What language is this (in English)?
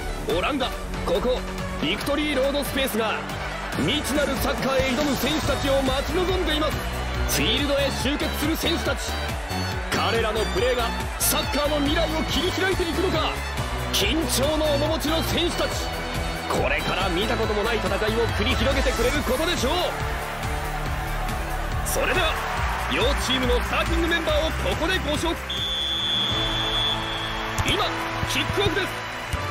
Japanese